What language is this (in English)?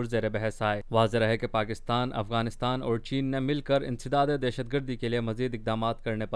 Urdu